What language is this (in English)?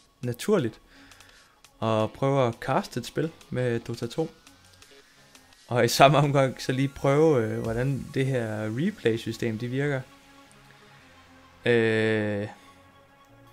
Danish